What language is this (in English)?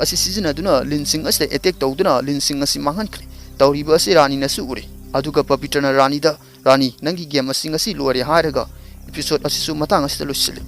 Manipuri